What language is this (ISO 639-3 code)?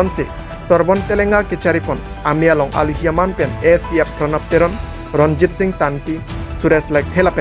mjw